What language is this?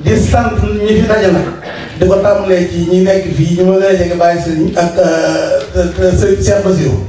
Wolof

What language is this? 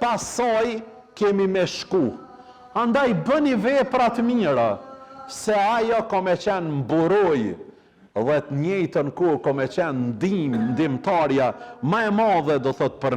Albanian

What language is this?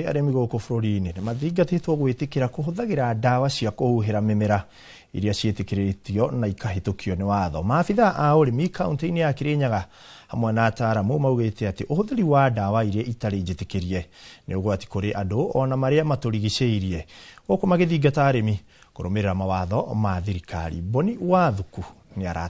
Kikuyu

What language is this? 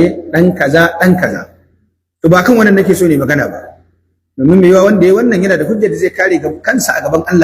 Hausa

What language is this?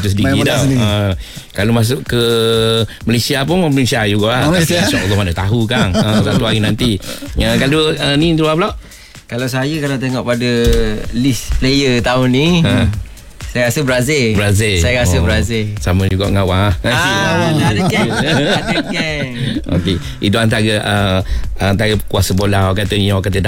Malay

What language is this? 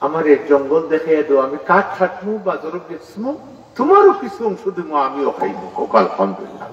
Sylheti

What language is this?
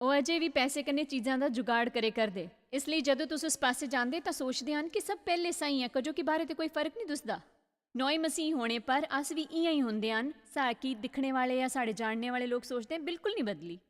Dogri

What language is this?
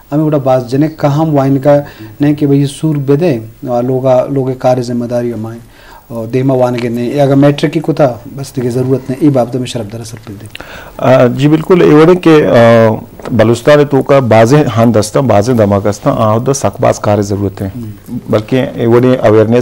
Eastern Balochi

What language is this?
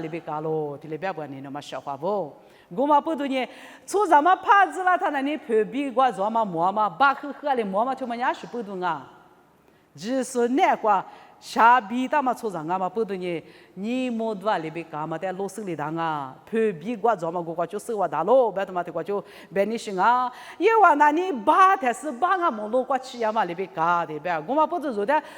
Lisu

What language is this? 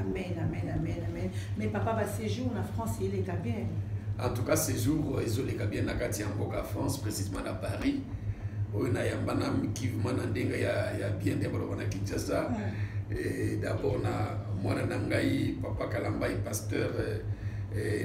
Lingala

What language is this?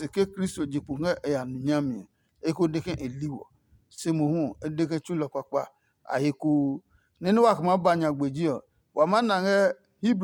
Adangme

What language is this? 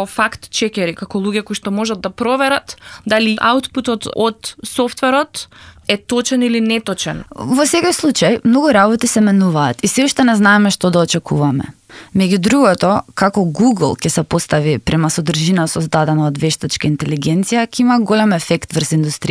Macedonian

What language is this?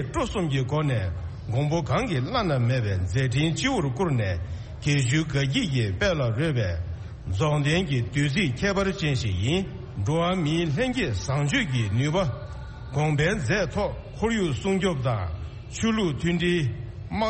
Tibetan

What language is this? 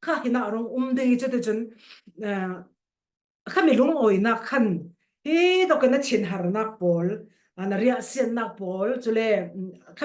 Falam Chin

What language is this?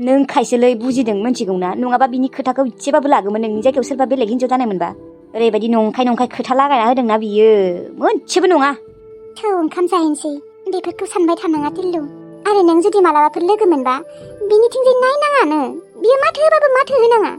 Bodo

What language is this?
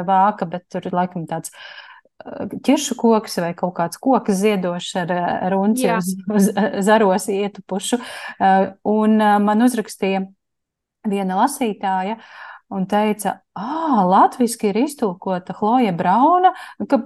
Latvian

